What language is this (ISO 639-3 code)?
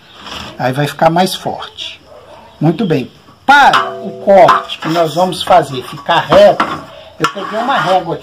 por